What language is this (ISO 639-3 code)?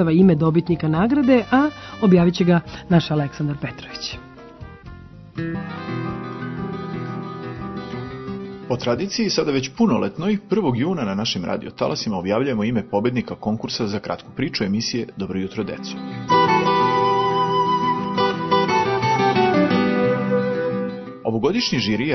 srp